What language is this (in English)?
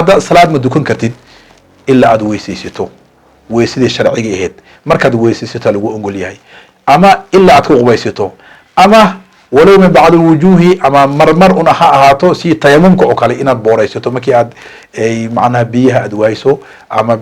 Somali